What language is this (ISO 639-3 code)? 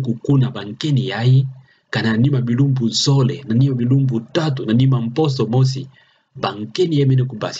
ktu